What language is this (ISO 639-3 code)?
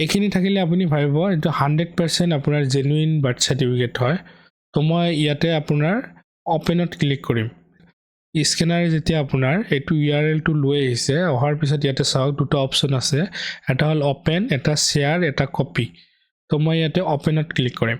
asm